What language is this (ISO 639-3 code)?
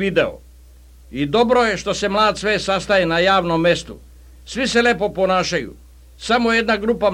srp